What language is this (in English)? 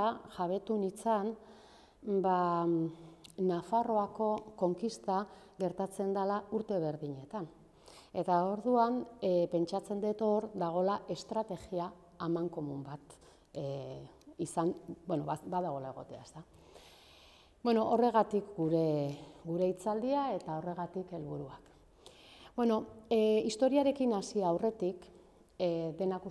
Basque